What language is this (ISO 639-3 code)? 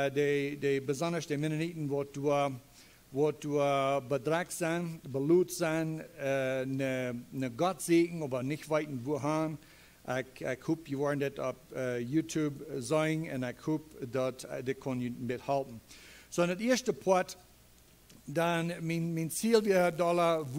pdt